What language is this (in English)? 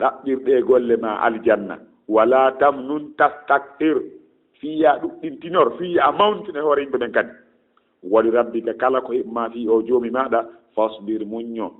Fula